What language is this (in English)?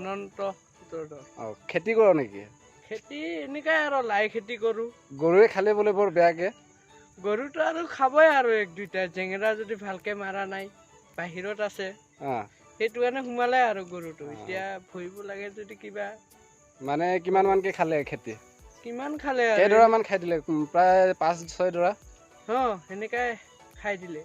Assamese